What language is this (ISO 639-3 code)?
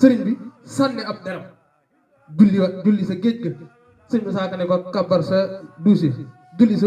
wol